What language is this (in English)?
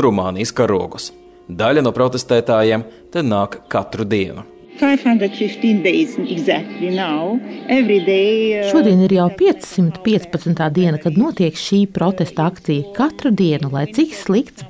Latvian